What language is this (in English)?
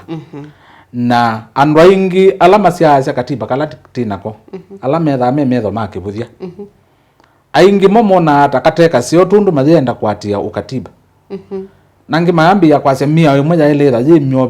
Kamba